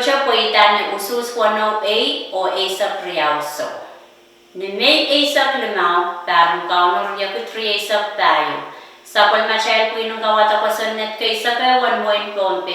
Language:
Pohnpeian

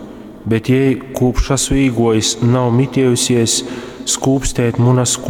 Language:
Latgalian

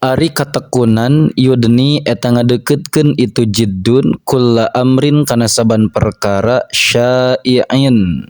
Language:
Sundanese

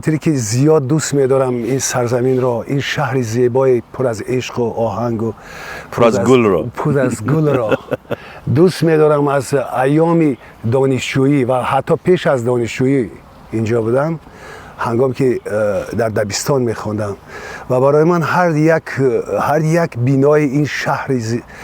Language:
Tajik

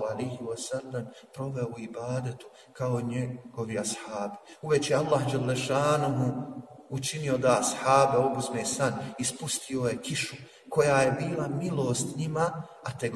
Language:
Bosnian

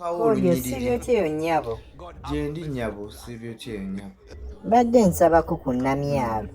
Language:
Ganda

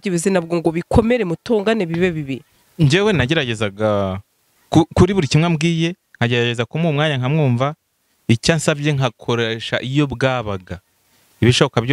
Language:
Kinyarwanda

